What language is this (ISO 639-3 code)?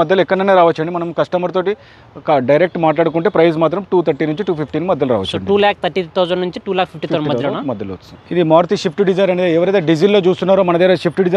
tel